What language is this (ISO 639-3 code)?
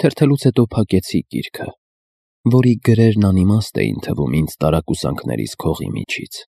hye